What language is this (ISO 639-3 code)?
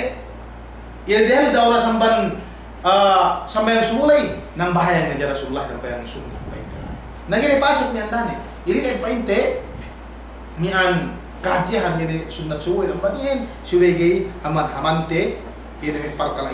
yka